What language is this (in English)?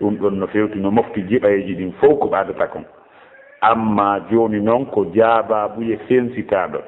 Fula